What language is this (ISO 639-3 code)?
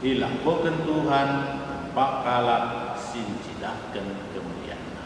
btx